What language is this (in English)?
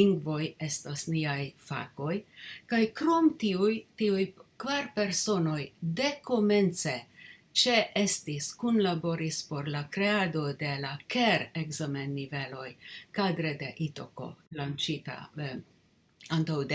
Esperanto